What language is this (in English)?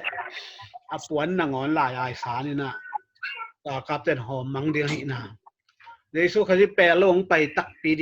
Tedim Chin